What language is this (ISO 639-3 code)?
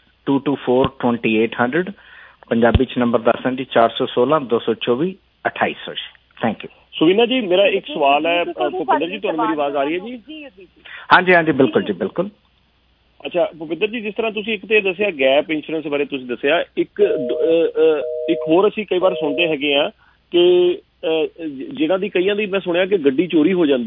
pan